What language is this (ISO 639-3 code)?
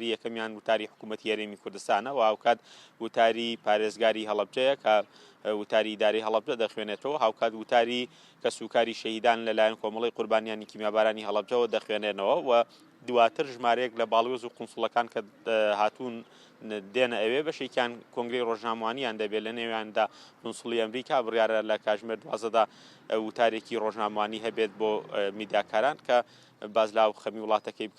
ckb